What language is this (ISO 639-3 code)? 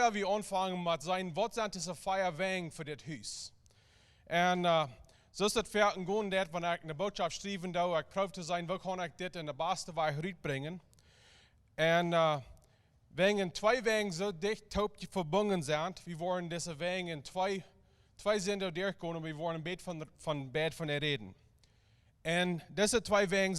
pdt